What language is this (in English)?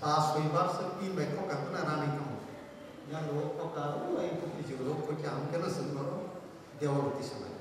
Kok Borok